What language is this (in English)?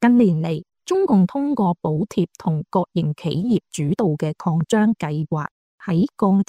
Cantonese